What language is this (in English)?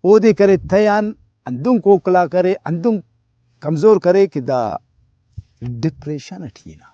Brahui